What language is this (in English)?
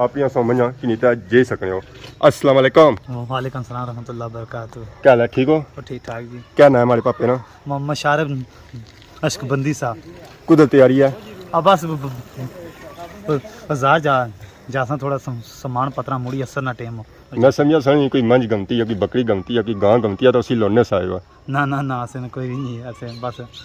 Pahari-Potwari